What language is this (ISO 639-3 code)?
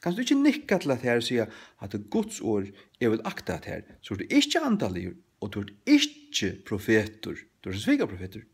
fao